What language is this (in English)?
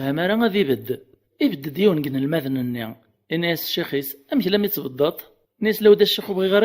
Kabyle